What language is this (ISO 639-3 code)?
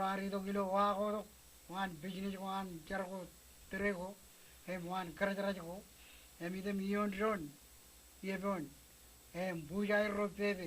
mah